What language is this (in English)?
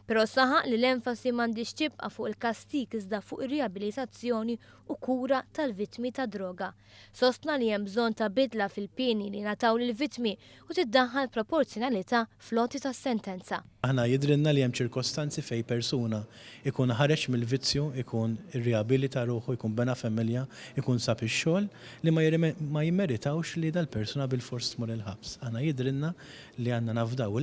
Maltese